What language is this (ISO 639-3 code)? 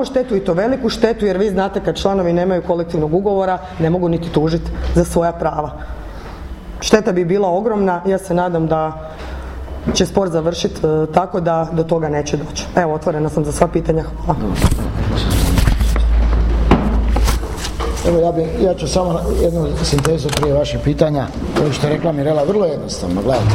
hrv